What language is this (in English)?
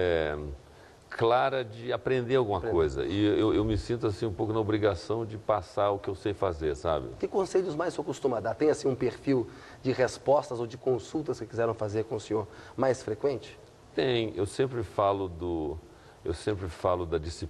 Portuguese